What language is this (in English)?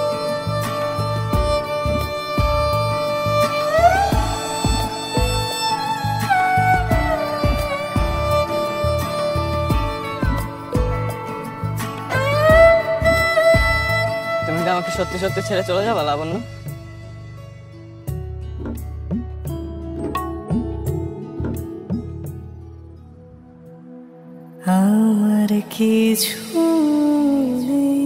Bangla